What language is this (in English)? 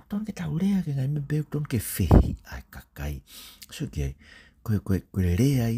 Tongan